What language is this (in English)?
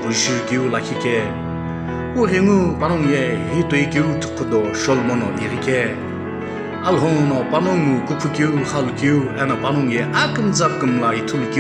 Sumi Naga